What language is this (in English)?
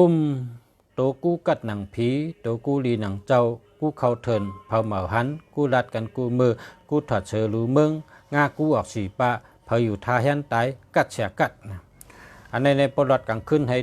Shan